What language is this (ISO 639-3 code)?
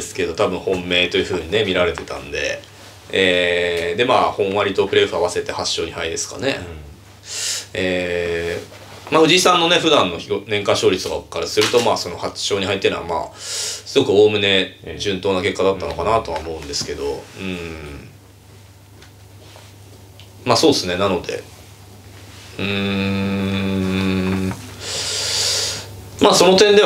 jpn